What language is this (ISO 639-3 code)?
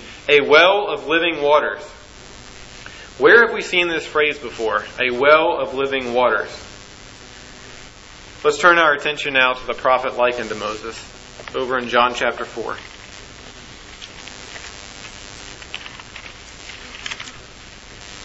eng